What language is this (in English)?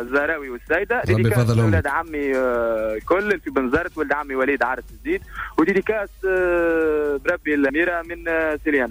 Tunisian Arabic